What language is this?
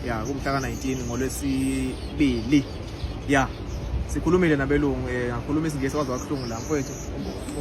Zulu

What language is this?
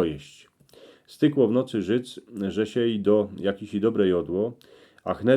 Silesian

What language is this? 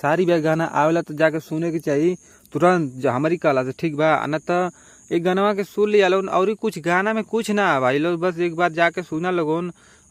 Bhojpuri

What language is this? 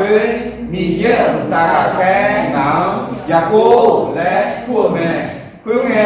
Akha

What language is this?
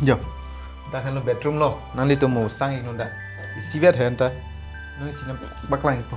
Karbi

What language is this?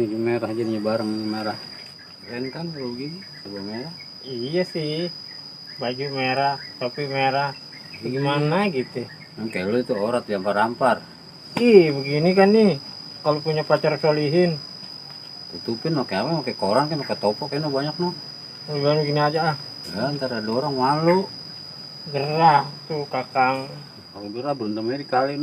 Betawi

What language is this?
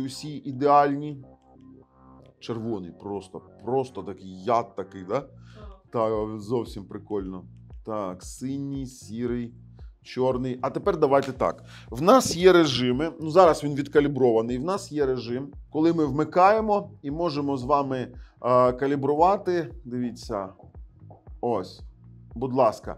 Ukrainian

